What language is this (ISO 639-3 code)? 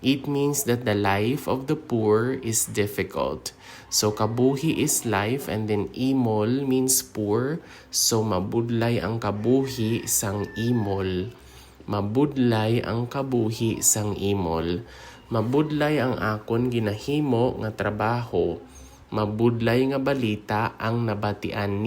hil